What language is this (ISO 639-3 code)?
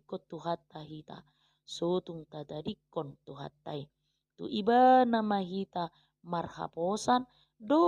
bbc